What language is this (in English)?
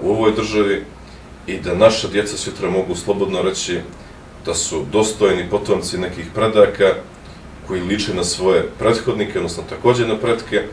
Bosnian